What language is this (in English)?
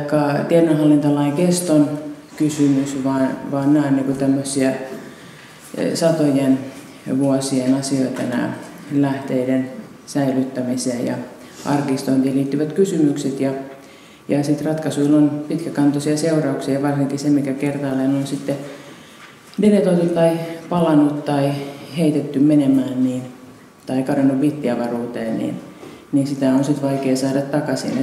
Finnish